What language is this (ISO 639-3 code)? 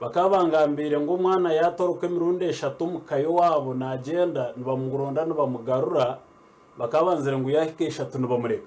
nyn